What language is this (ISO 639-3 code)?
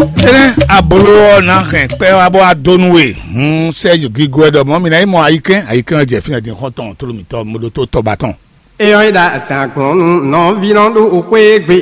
fon